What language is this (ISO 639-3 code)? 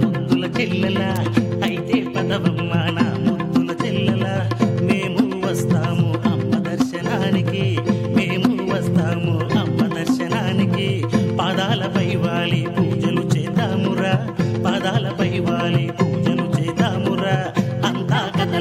tel